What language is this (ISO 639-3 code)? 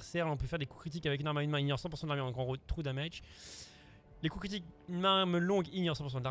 fra